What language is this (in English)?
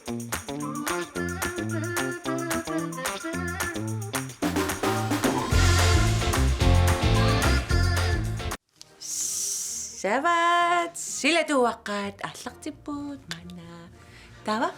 Kalaallisut